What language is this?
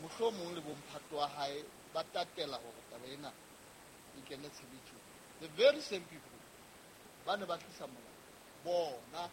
Southern Sotho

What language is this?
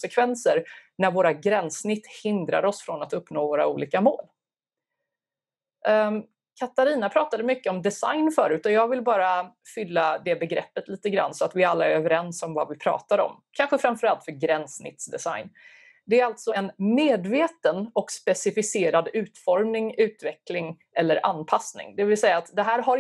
Swedish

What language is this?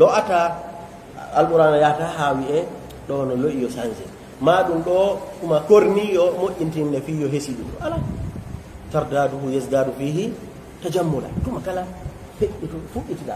Pular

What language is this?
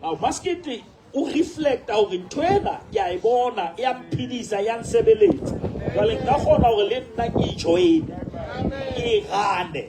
Southern Sotho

